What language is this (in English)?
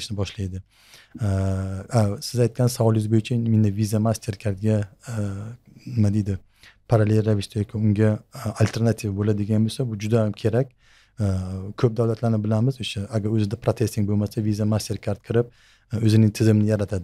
Uzbek